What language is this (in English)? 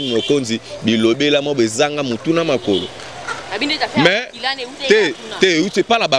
Lingala